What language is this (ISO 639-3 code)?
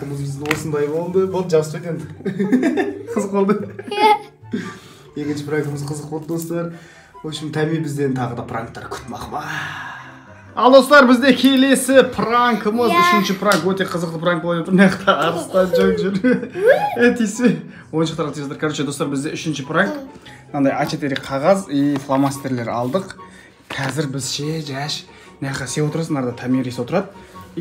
kaz